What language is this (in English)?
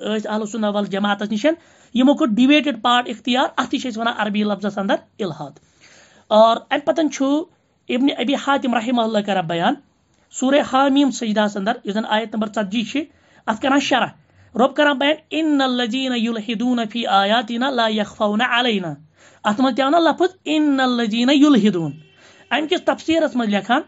Kashmiri